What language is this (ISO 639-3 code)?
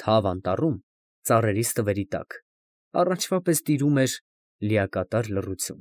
hye